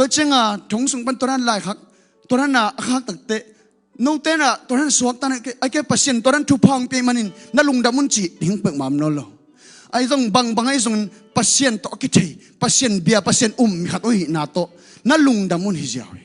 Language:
Tedim Chin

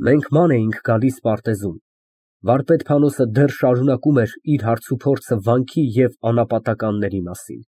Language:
Armenian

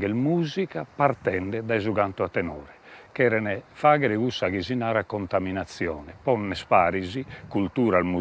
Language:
Sardinian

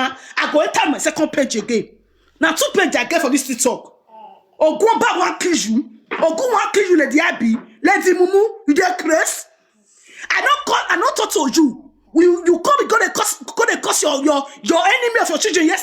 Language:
Nigerian Pidgin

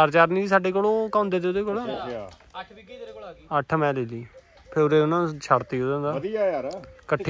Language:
Punjabi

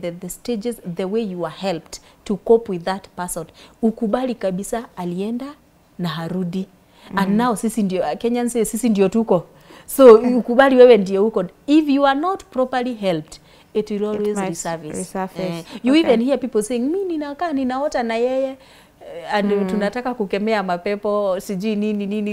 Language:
English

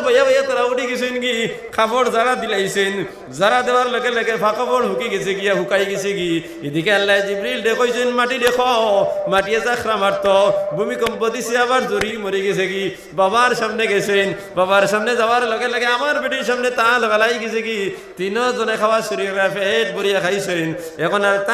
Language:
Sylheti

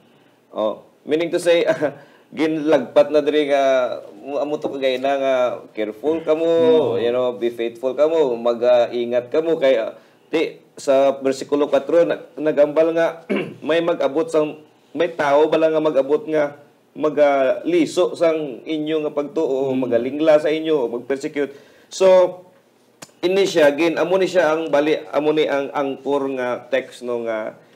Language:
Hiligaynon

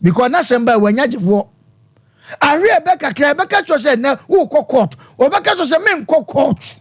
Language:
Akan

